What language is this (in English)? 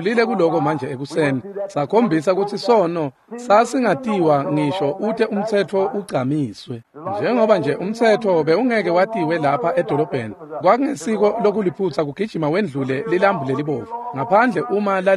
Swati